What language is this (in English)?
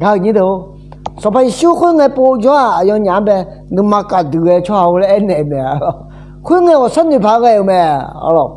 Akha